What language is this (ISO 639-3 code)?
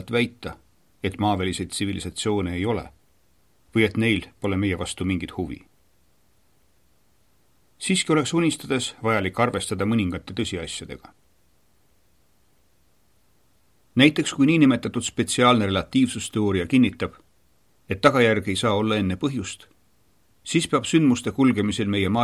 est